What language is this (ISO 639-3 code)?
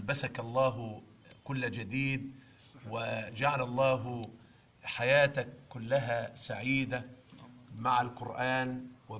arz